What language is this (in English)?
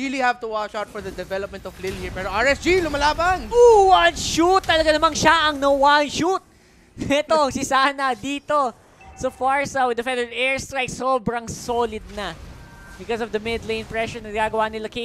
Filipino